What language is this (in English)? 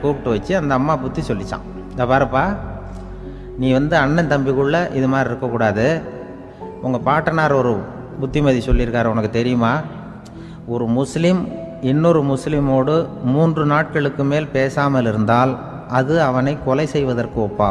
Tamil